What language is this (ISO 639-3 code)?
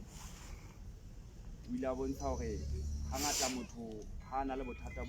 sot